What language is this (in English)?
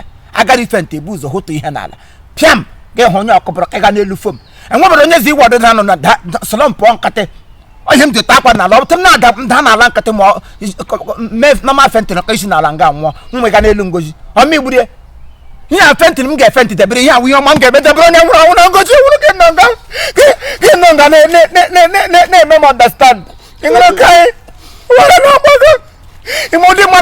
Igbo